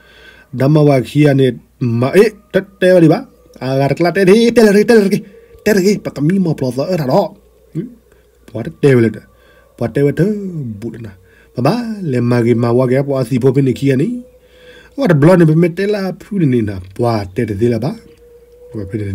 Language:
S'gaw Karen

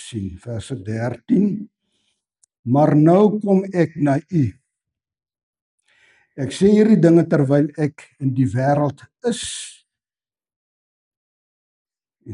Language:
Afrikaans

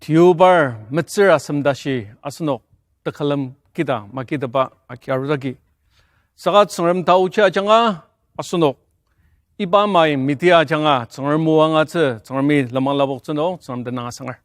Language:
Ao Naga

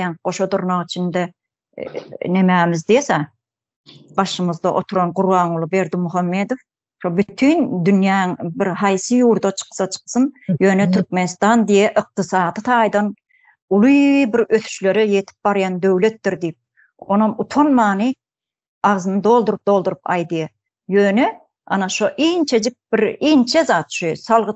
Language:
Turkmen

